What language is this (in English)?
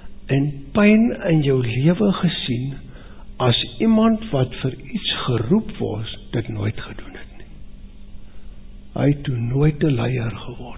Afrikaans